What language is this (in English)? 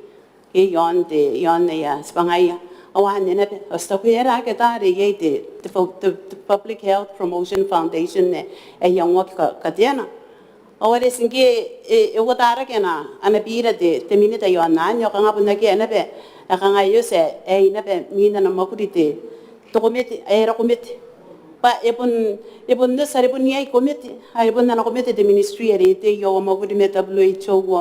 Gilbertese